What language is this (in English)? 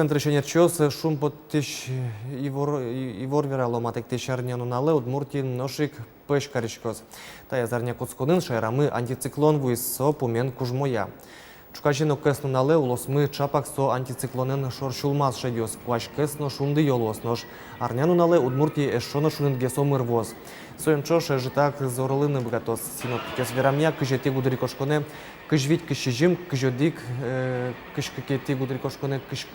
Udmurt